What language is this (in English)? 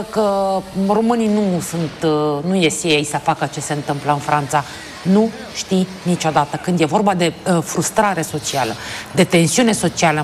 Romanian